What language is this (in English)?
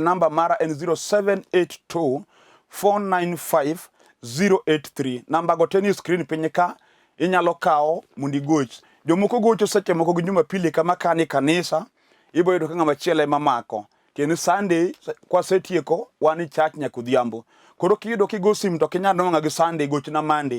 Luo (Kenya and Tanzania)